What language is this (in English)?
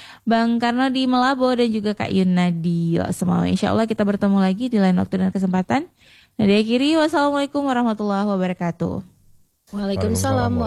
Indonesian